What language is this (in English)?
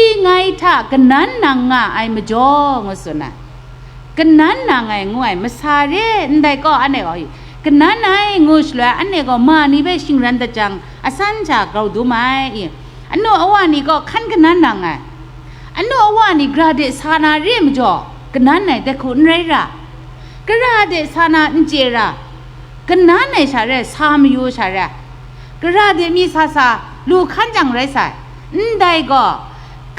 Kachin